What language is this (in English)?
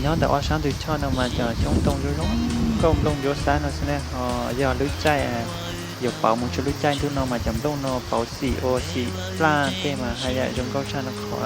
Hmong